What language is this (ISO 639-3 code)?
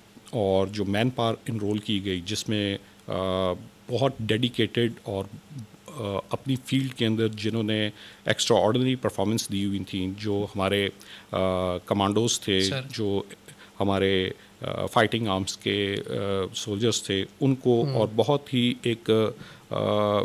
urd